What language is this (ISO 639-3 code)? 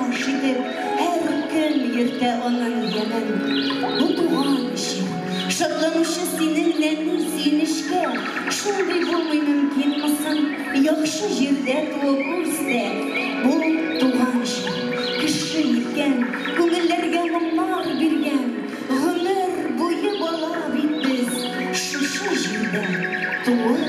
tat